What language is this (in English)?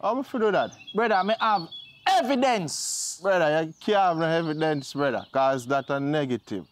Jamaican Creole English